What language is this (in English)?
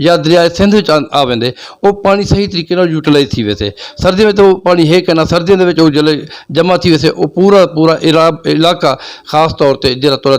Saraiki